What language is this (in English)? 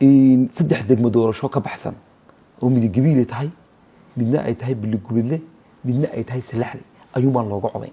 Somali